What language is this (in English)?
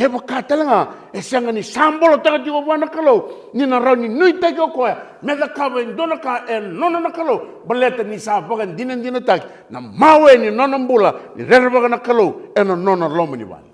Fijian